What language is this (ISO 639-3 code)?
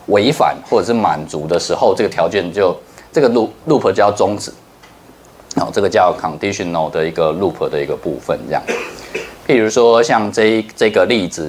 zho